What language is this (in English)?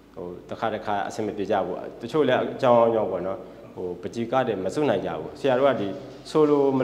Burmese